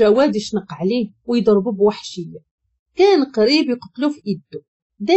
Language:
Moroccan Arabic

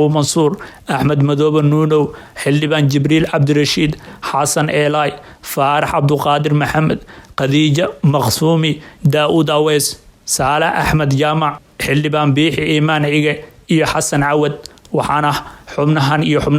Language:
Somali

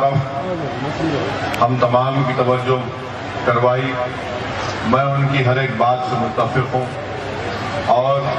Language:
Urdu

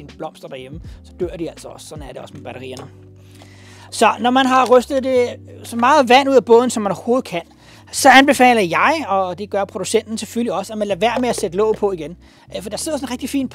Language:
Danish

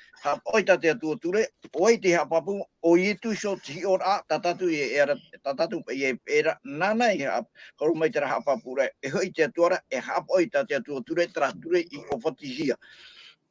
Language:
Tahitian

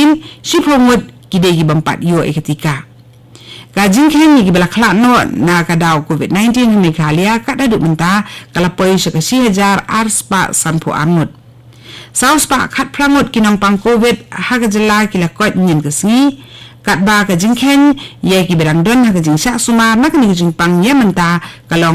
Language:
Khasi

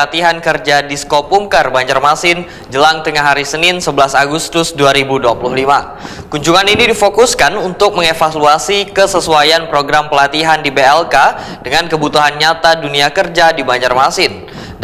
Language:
Banjar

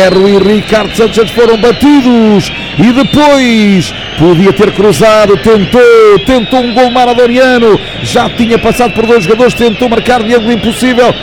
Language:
Portuguese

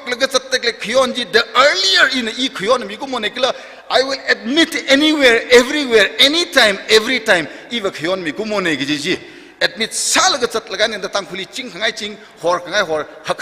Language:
Tangkhul Naga (India)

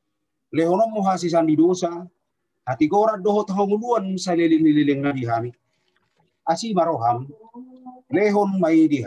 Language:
Batak Toba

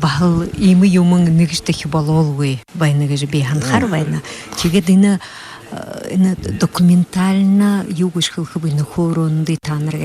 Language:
Buriat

